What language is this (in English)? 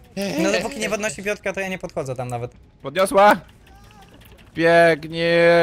Polish